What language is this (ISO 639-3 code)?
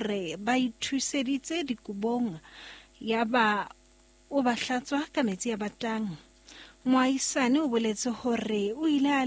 sot